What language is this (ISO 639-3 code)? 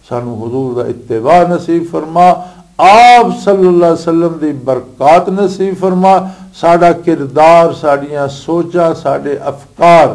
lah